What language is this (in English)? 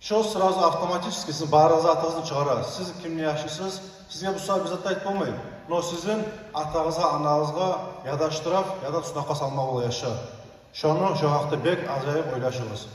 Kumyk